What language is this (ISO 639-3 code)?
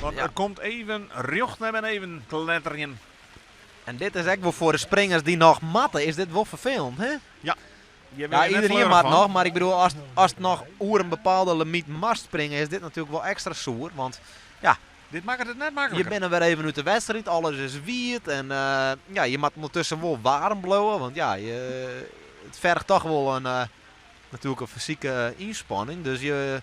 fry